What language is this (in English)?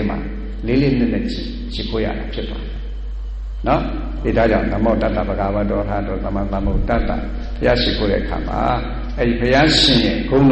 Burmese